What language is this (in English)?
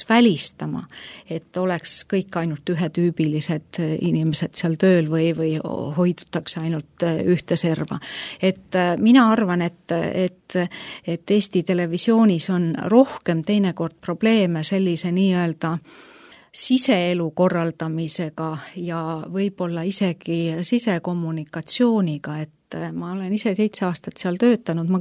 Estonian